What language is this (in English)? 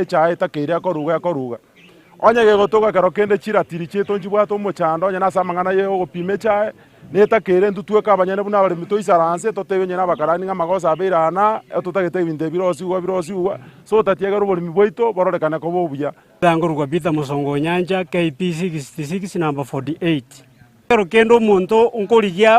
Gusii